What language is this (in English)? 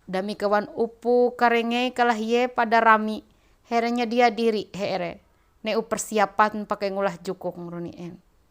Ma'anyan